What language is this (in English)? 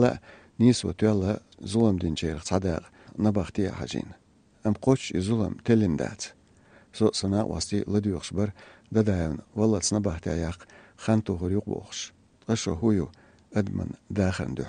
Chechen